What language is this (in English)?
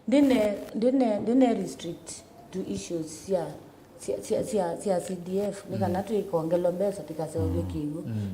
Kamba